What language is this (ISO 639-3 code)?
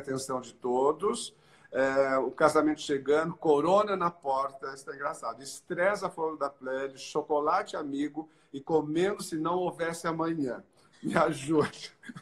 por